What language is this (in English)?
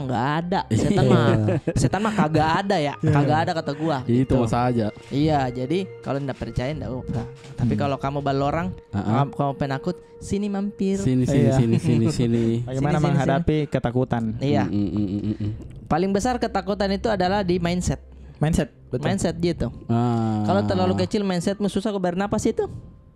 Makassar Malay